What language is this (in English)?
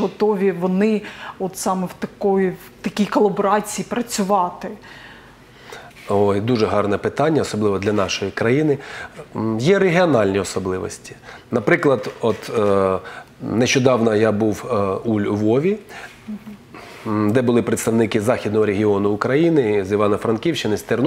Ukrainian